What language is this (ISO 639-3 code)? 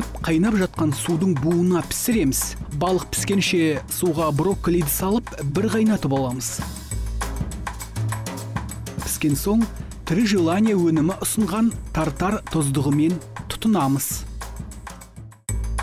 kaz